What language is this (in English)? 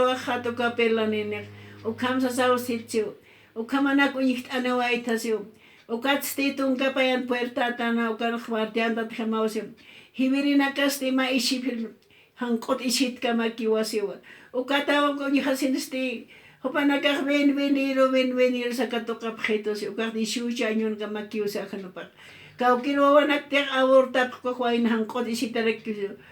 Aymara